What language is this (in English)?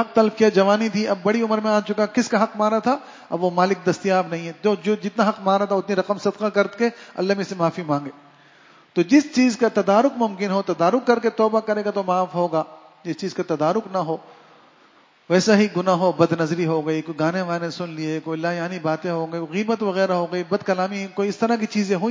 Urdu